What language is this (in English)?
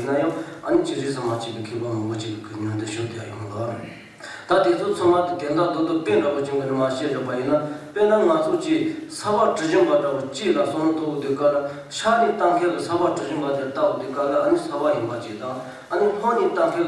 Tibetan